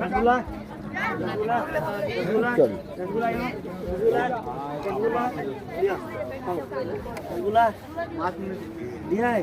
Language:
Maithili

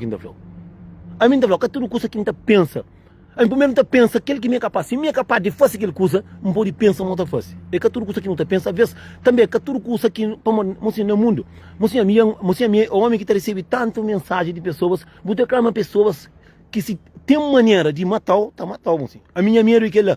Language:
Kabuverdianu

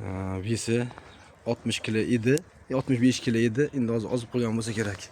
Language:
Uzbek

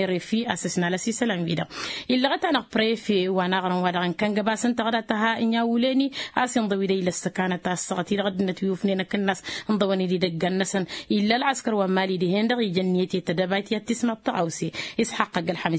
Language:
Tamasheq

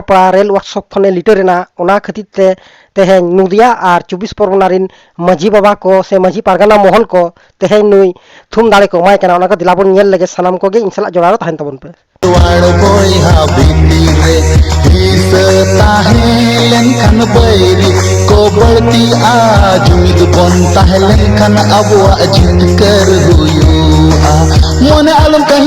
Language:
Santali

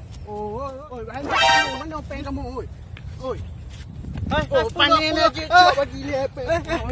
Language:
Achinese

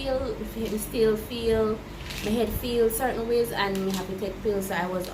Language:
Jamaican Creole English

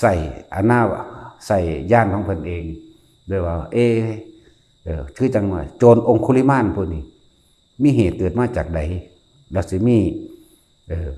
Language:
Northeastern Thai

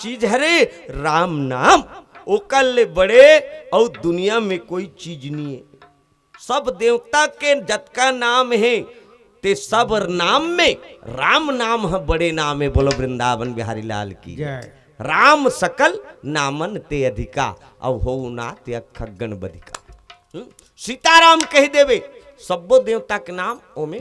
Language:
Chhattisgarhi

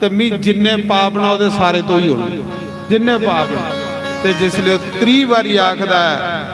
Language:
Dogri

